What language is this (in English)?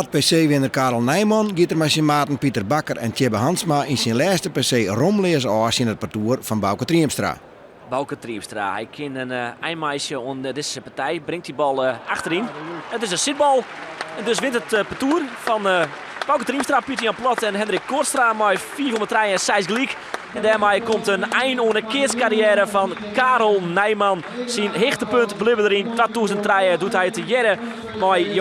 Western Frisian